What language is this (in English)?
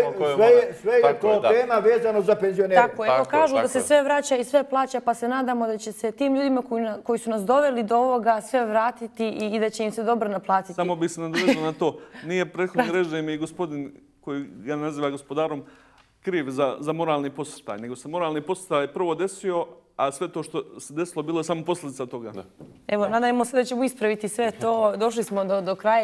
Bosnian